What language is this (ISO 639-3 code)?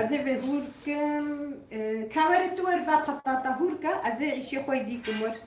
kur